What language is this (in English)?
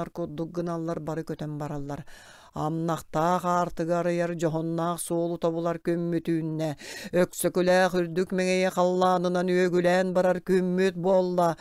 Yakut